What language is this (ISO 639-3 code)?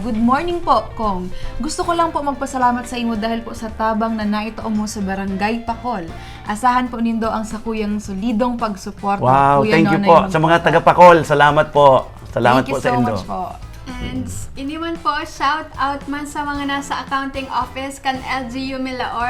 bik